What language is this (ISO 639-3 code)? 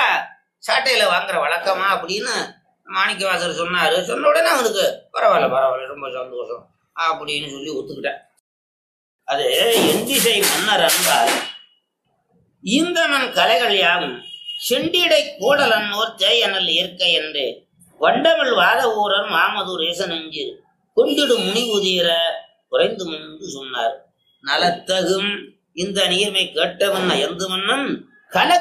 tam